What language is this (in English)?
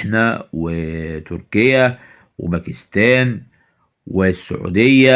Egyptian Arabic